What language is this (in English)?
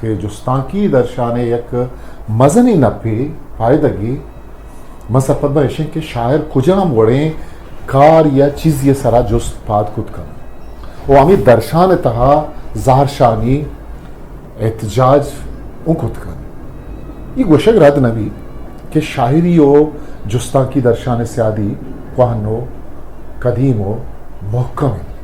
Eastern Balochi